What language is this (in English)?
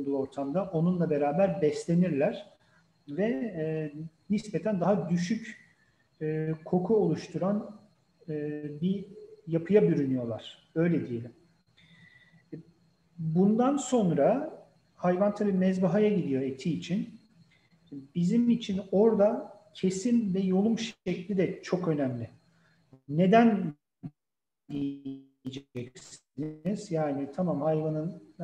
Turkish